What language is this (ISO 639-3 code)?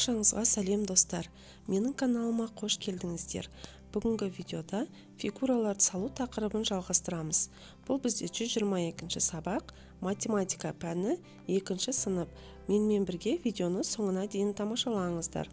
kaz